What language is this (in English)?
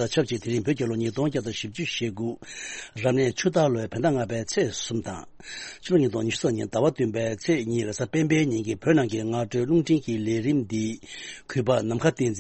Tibetan